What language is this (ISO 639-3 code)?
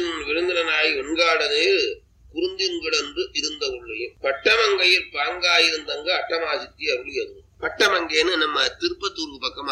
tam